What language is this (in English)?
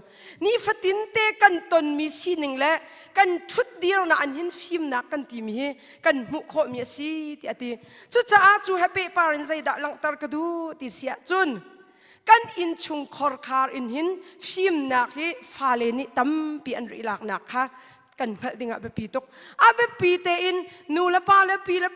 Hakha Chin